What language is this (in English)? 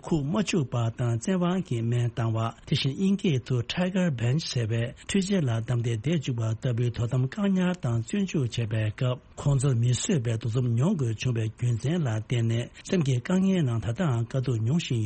Tibetan